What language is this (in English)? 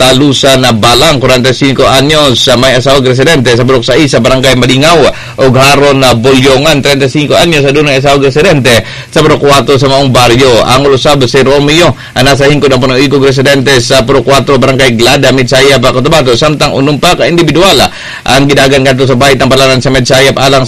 Cebuano